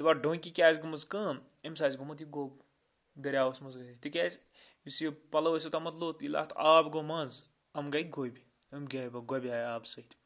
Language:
Kashmiri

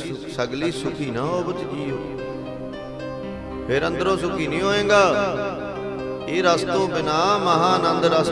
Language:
Punjabi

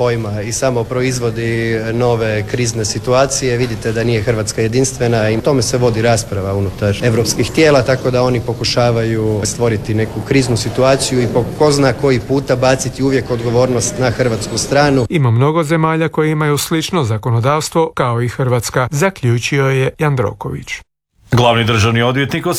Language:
Croatian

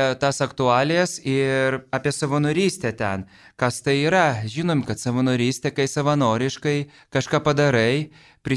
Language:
Lithuanian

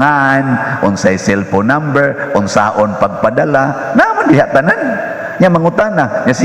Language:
Cebuano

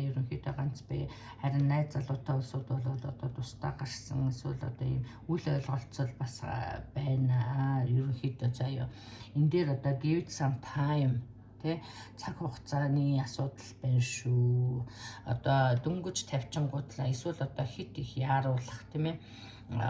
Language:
Mongolian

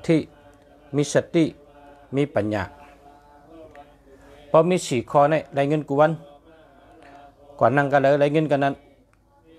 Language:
Shan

